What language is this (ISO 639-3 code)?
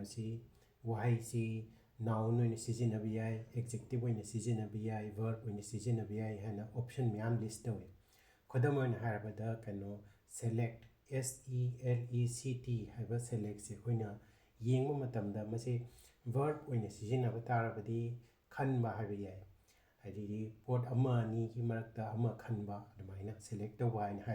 mni